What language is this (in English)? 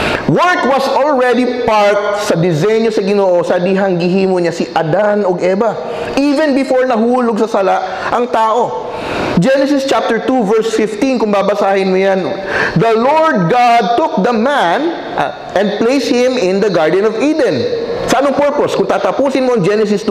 Cebuano